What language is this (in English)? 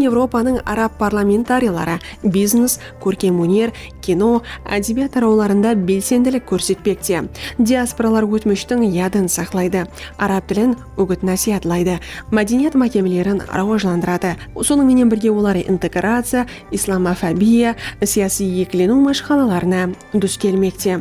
Kara-Kalpak